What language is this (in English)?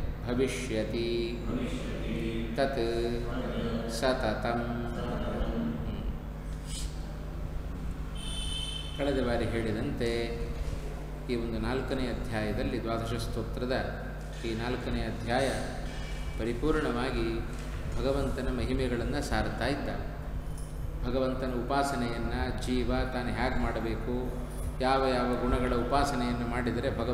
Kannada